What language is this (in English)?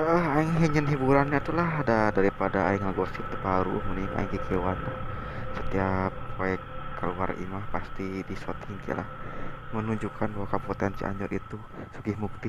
Sundanese